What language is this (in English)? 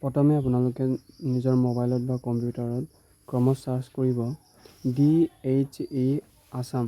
Assamese